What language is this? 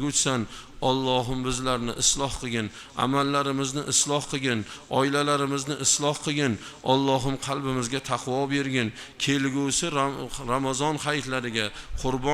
Uzbek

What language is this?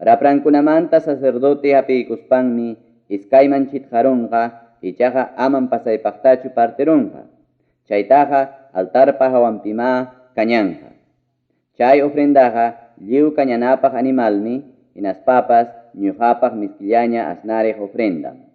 Ayacucho Quechua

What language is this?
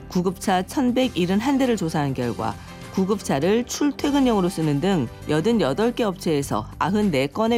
Korean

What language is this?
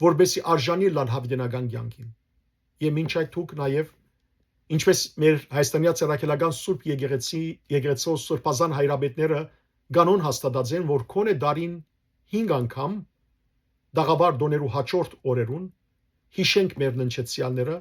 Western Armenian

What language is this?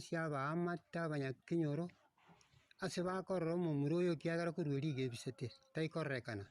Gusii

